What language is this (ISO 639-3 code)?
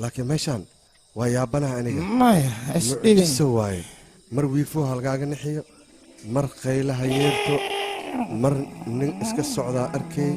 som